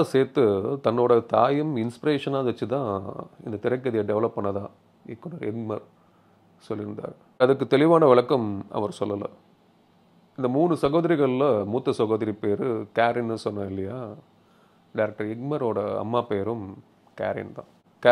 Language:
Tamil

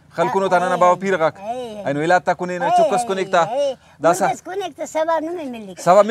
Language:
Brahui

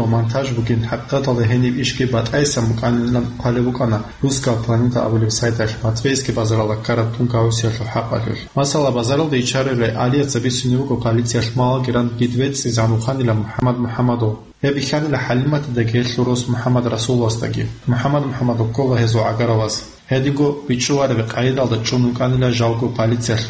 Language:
Avaric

